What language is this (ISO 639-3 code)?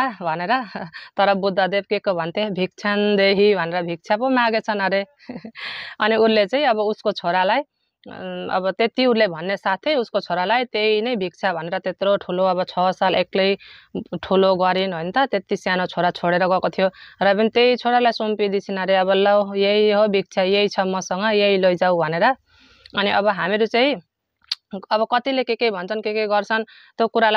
nep